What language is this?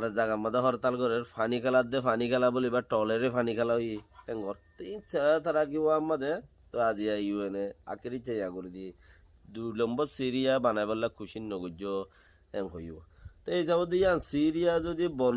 Rohingya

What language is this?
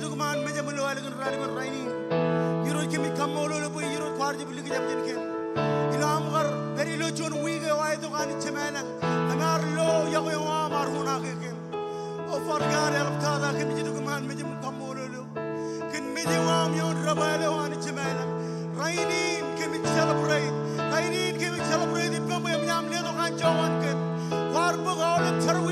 Marshallese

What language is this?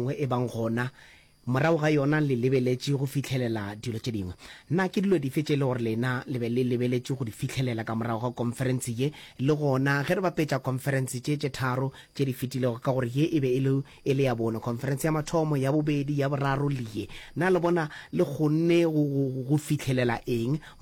Northern Sotho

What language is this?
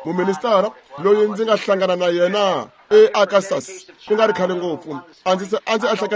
Tsonga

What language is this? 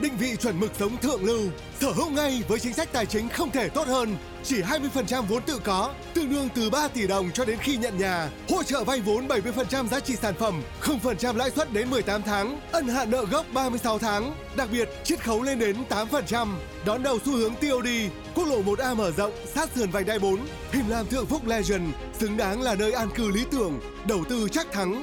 Vietnamese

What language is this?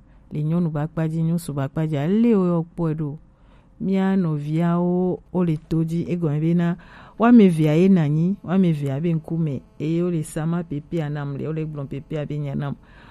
Gen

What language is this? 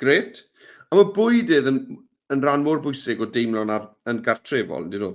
Welsh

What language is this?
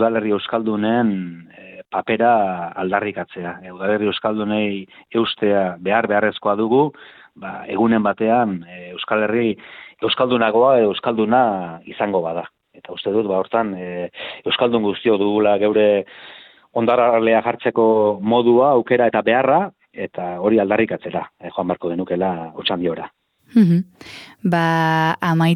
Basque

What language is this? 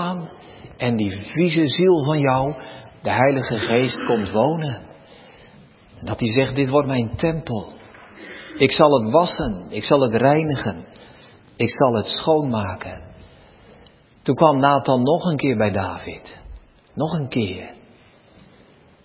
Dutch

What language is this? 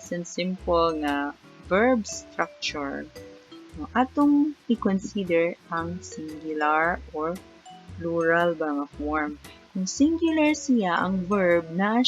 Cebuano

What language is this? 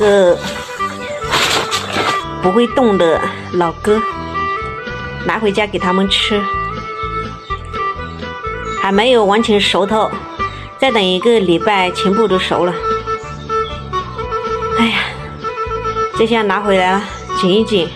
Chinese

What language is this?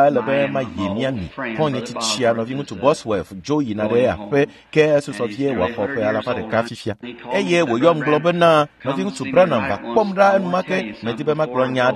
Ewe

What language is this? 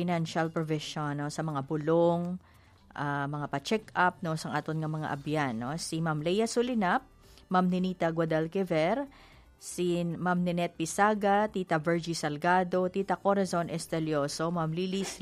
Hiligaynon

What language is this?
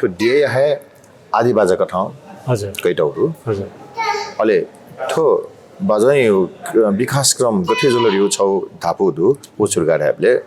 Newari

